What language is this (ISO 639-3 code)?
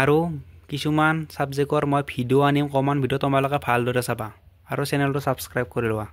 asm